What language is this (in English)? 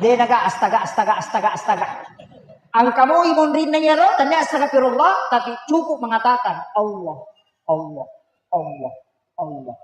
Buginese